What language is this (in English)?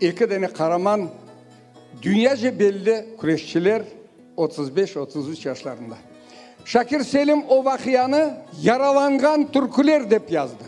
Crimean Tatar